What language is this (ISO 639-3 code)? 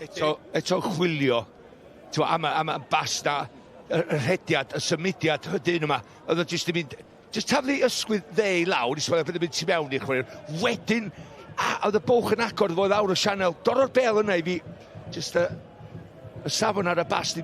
cym